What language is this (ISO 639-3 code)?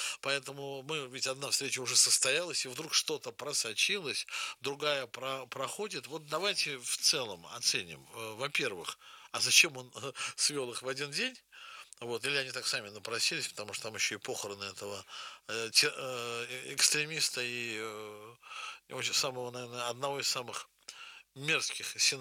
rus